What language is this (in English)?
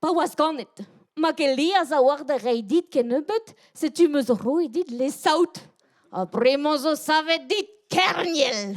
Breton